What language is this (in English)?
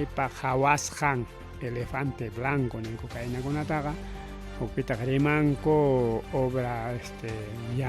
Ayacucho Quechua